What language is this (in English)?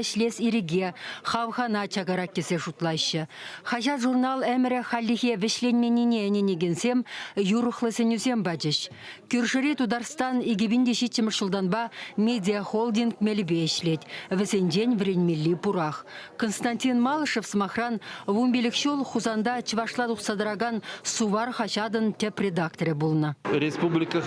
Chuvash